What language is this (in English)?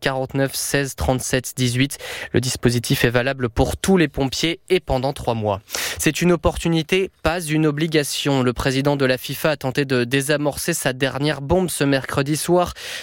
French